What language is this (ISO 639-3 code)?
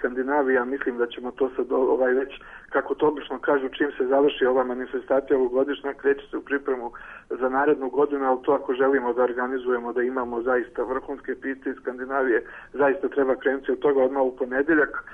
srp